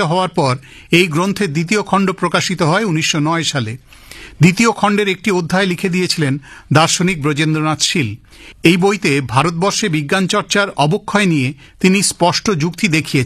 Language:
Bangla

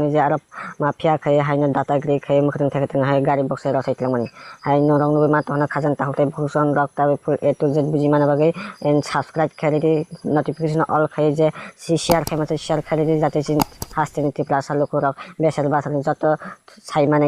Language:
Kok Borok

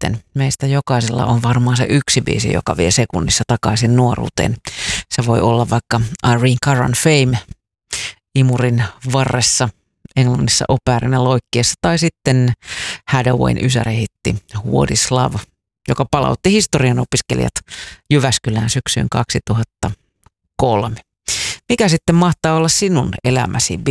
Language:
Finnish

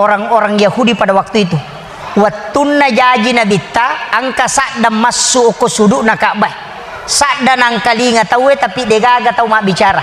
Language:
Buginese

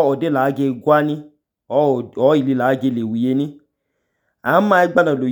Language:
Idoma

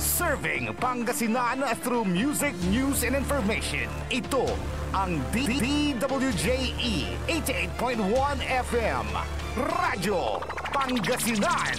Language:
Pangasinan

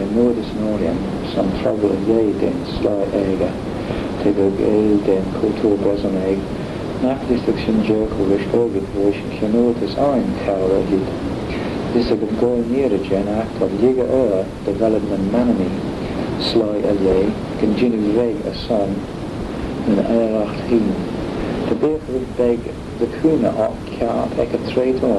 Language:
Manx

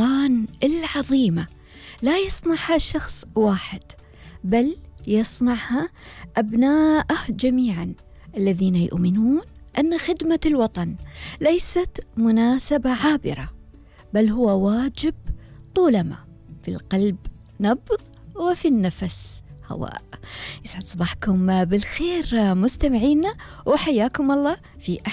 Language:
Gulf Arabic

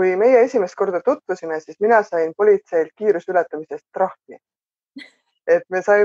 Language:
Estonian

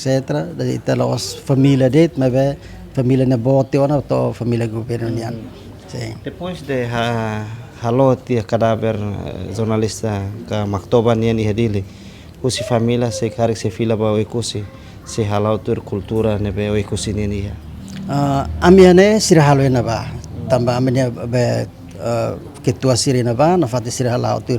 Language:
Tetum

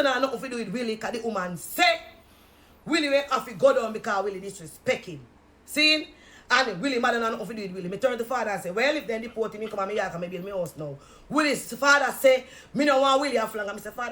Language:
Jamaican Creole English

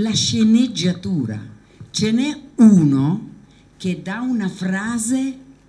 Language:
Italian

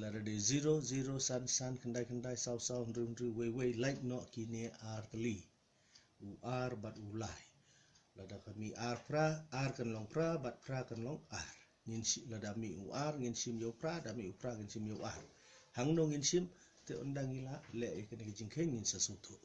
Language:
Khasi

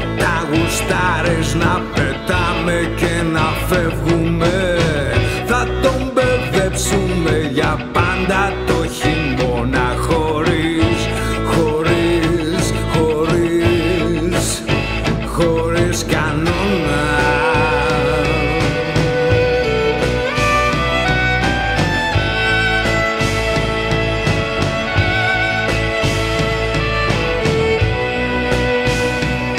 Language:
Greek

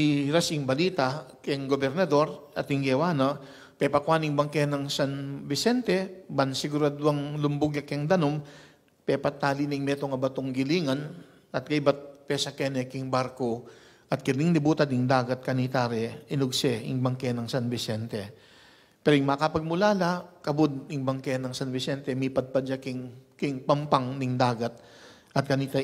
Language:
Pampanga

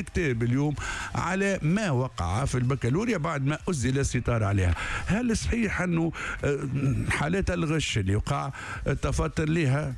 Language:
Tunisian Arabic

